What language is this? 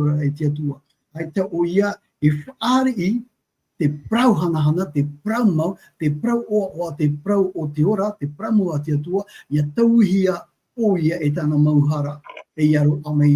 Tahitian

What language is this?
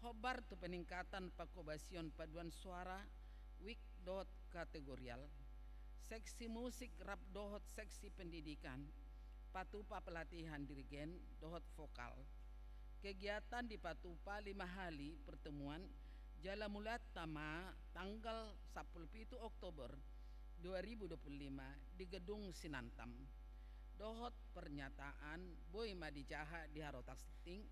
Batak Toba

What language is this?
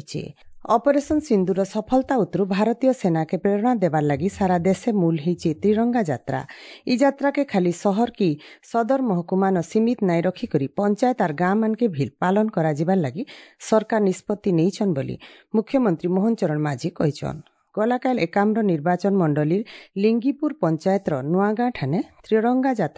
Odia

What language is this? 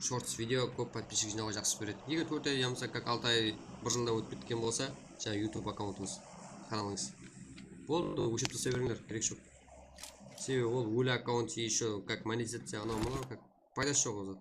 Kara-Kalpak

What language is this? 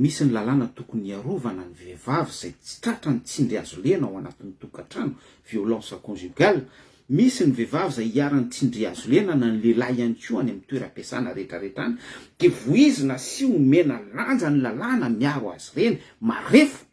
Malagasy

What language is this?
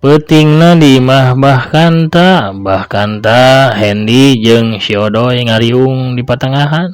Sundanese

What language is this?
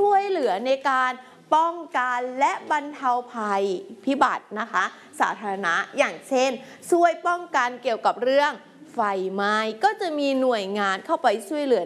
Thai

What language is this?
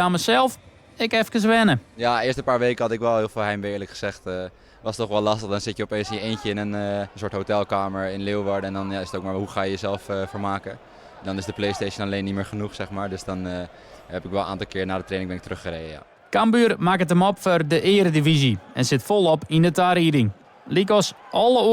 Western Frisian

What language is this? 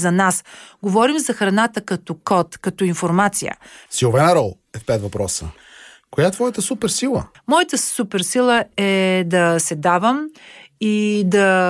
Bulgarian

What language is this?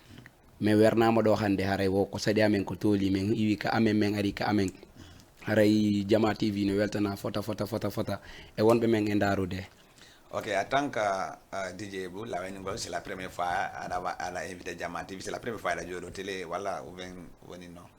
Fula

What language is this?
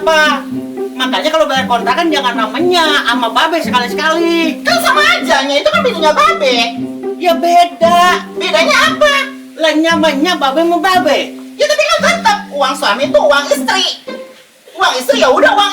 Betawi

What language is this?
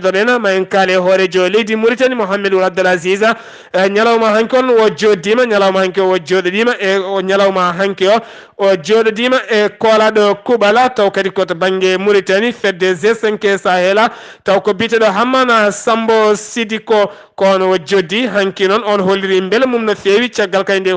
Fula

